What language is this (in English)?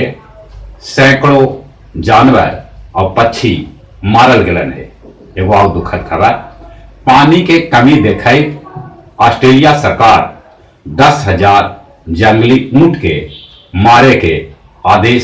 Magahi